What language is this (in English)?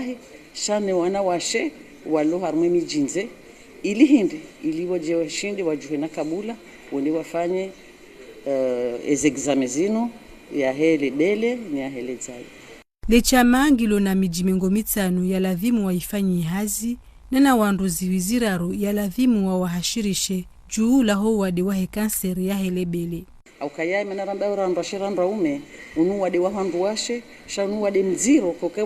Ngazidja Comorian